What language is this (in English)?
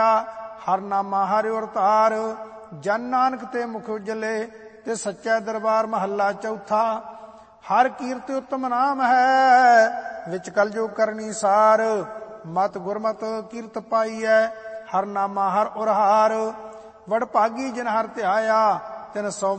Punjabi